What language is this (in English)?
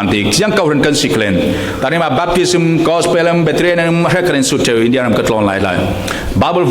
Falam Chin